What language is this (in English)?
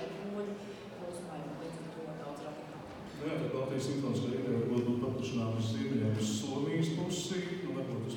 Latvian